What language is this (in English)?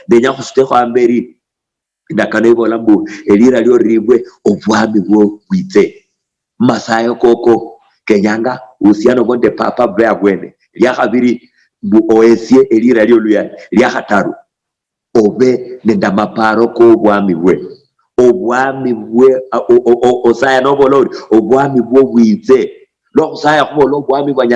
Luyia